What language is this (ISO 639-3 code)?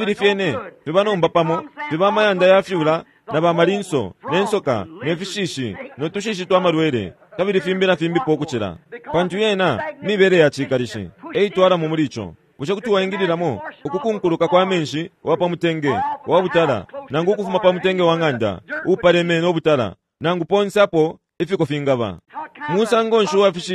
bem